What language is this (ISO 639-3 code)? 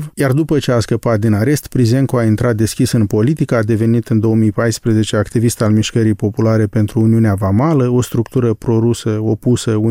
ron